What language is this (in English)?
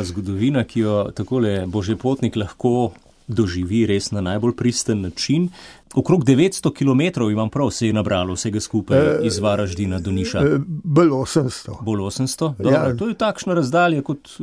Slovenian